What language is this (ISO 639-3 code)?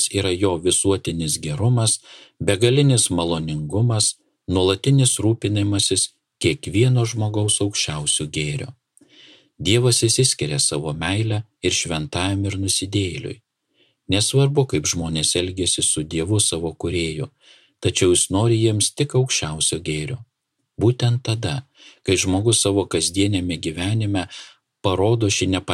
lit